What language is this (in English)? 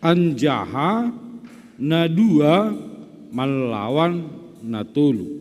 Batak Simalungun